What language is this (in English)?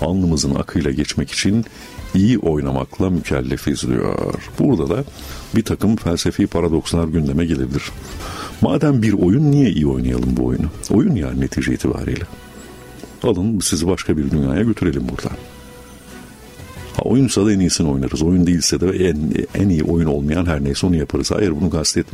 Turkish